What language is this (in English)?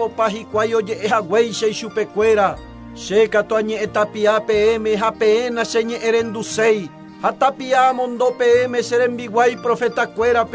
Guarani